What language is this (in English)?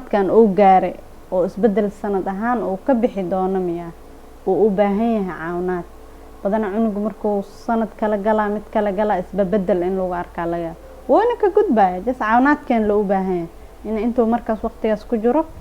Somali